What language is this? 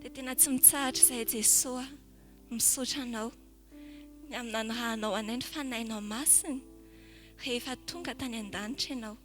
Malagasy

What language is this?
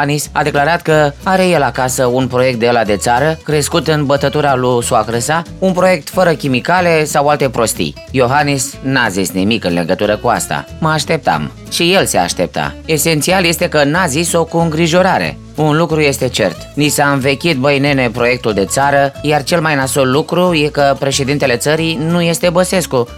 Romanian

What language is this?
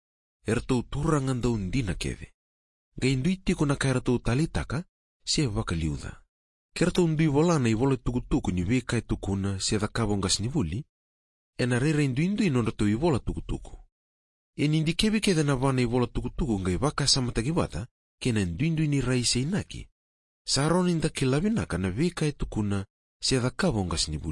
Fijian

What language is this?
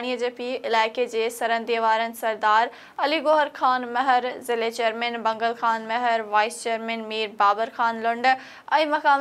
Sindhi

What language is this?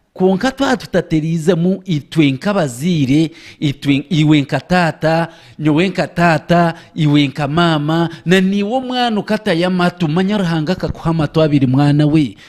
Nyankole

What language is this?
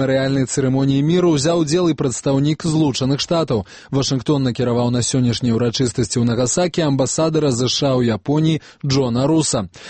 Belarusian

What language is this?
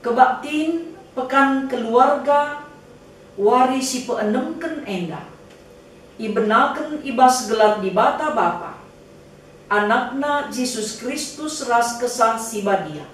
Batak Karo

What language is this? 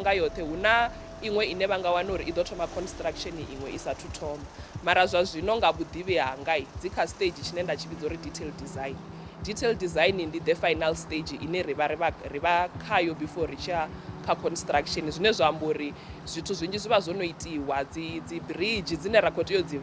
Venda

